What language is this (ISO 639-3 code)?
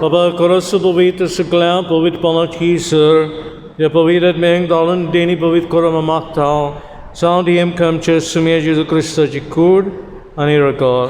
kok